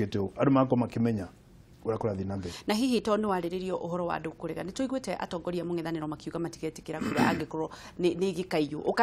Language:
Kikuyu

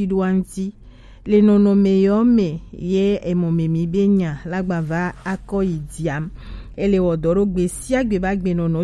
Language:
Gen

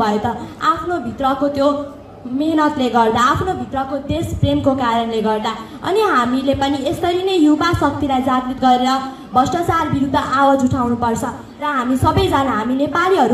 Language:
Nepali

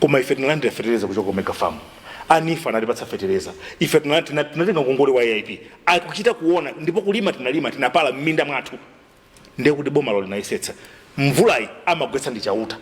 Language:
Nyanja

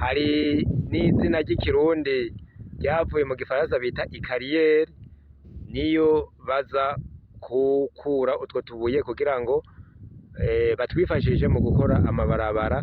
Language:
Rundi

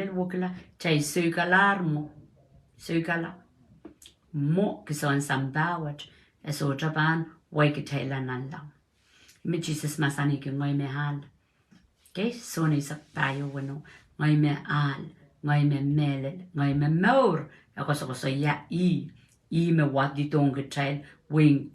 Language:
Pohnpeian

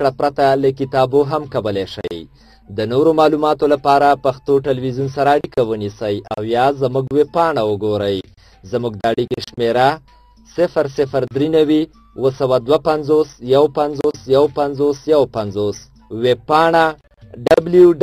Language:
Pashto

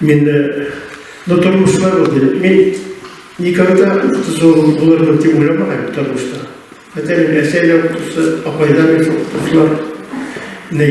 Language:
Bashkir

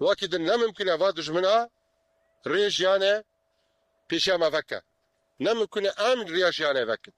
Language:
Kurdish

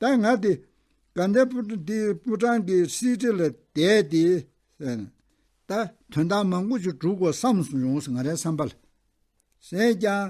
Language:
Tibetan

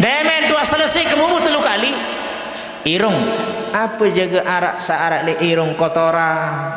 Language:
Sasak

